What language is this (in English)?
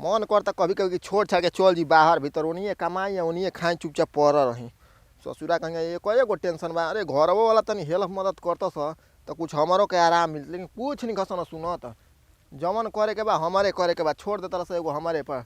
Bhojpuri